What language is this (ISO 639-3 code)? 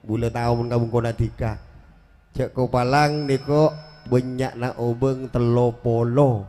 mad